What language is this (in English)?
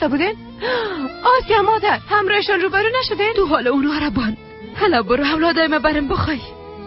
Tajik